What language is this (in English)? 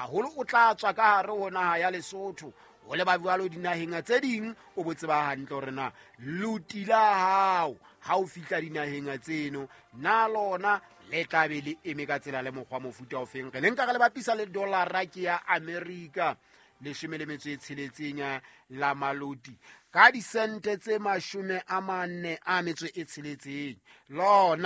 Southern Sotho